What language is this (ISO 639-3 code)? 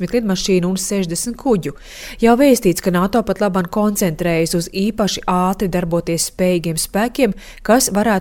lav